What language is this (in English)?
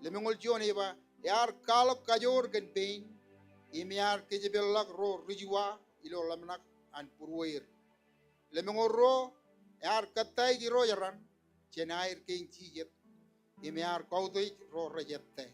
Marshallese